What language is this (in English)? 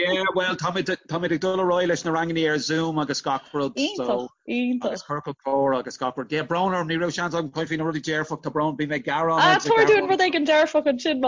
Irish